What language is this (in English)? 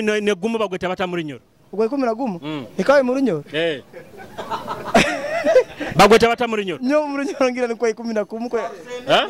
Nyoro